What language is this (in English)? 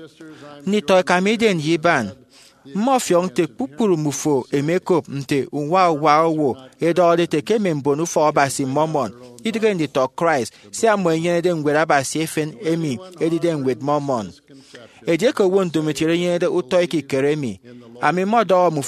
Efik